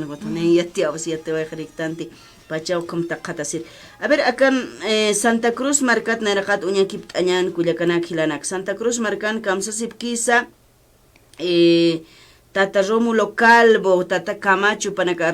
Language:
Aymara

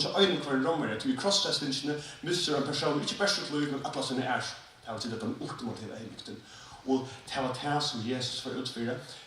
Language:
Faroese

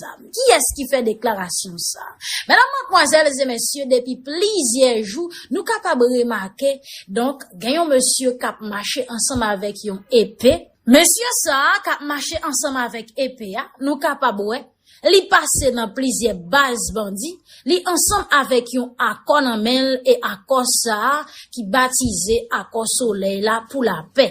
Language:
Haitian Creole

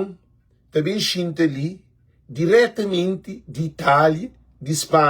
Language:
Kabuverdianu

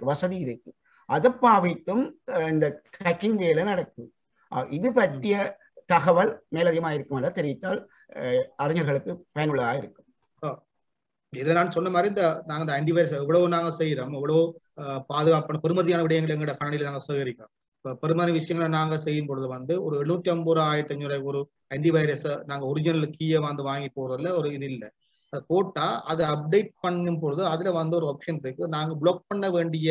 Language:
Tamil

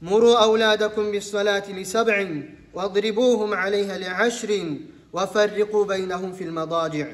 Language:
Kumyk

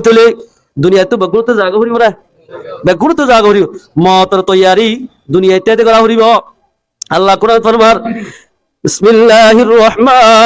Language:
Rohingya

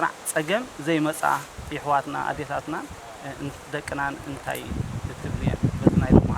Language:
Tigrinya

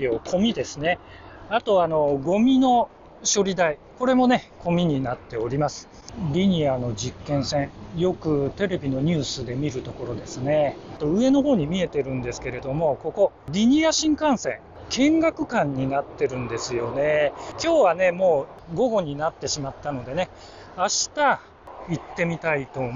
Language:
Japanese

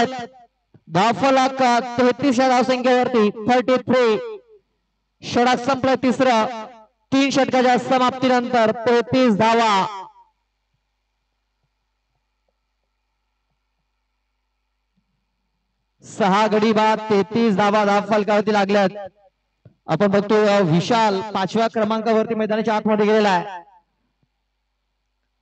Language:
Marathi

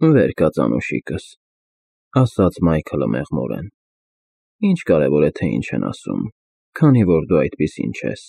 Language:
Armenian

